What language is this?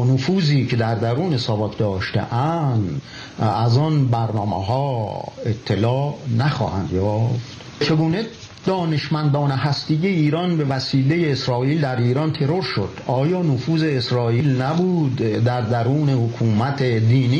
Persian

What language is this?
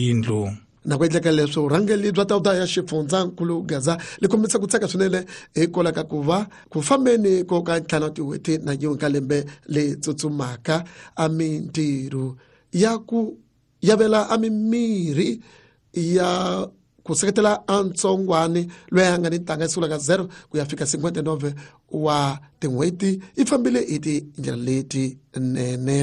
Tsonga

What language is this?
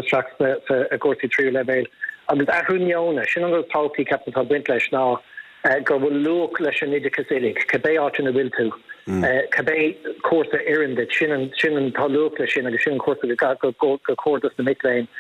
Irish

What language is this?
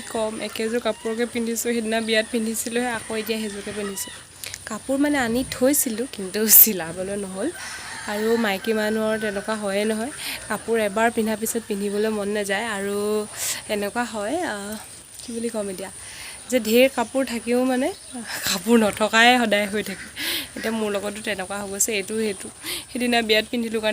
Assamese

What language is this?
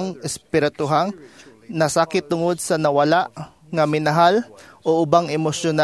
Cebuano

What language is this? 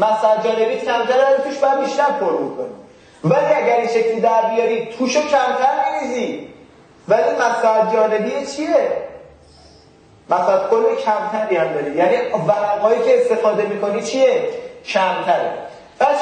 Persian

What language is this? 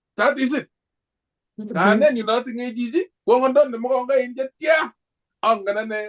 Kalenjin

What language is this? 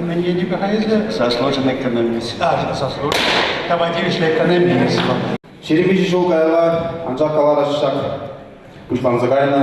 Chuvash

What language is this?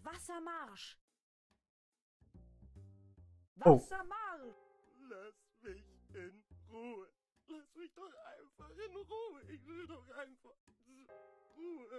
German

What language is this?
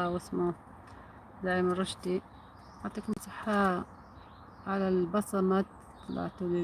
Algerian Arabic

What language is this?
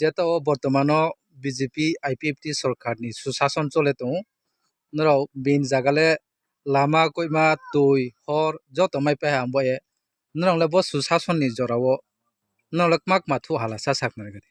Kok Borok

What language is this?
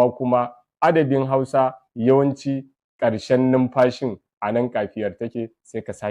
Hausa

